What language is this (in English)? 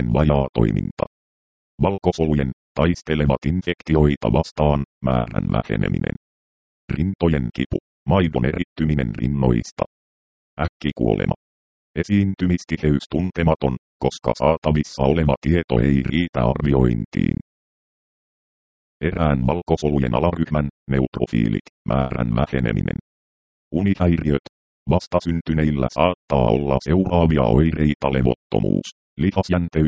Finnish